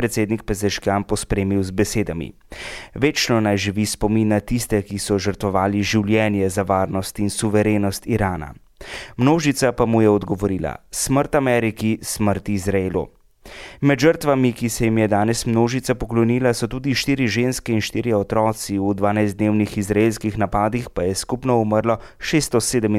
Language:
Slovenian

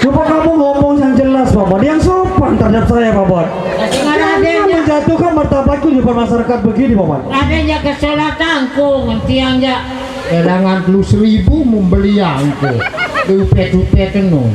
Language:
Sasak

